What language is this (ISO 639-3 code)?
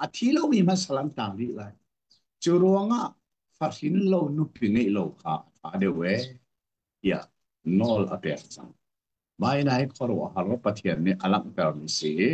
cnh